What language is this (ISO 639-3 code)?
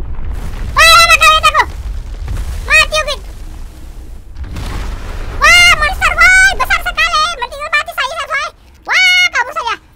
ind